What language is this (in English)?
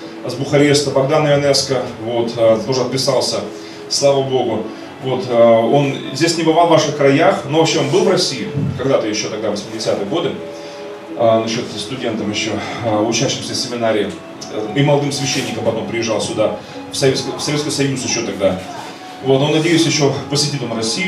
Russian